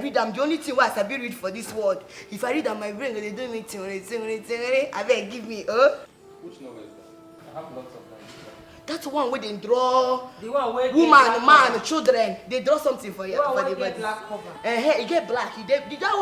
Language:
Nigerian Pidgin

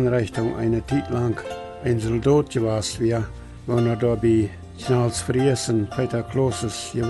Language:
Plautdietsch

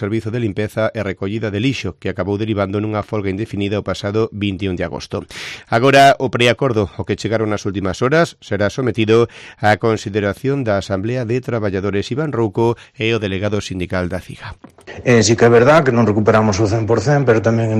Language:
Galician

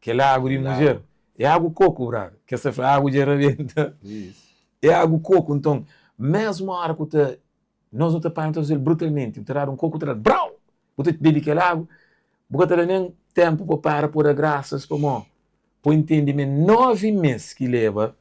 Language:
Kabuverdianu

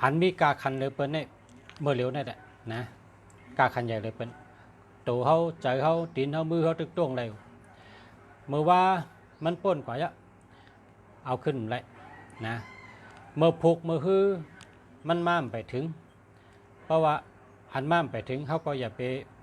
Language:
Shan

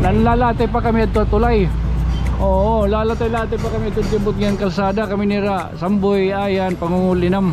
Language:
Waray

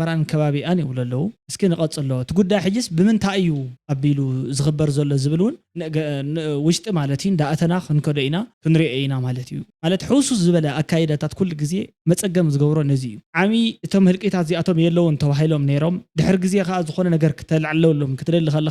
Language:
Tigrinya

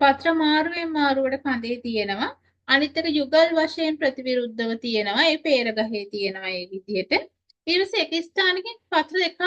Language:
Sinhala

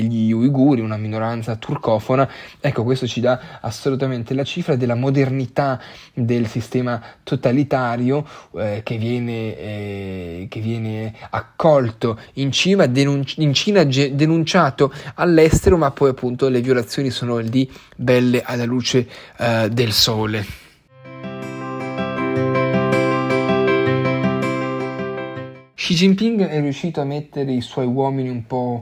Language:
Italian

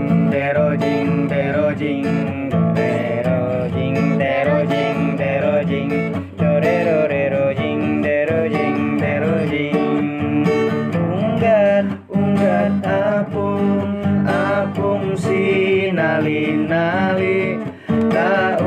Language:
Banjar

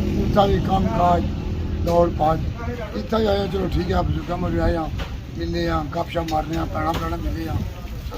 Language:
Pahari-Potwari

